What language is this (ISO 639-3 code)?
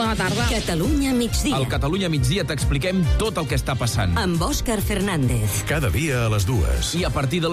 cat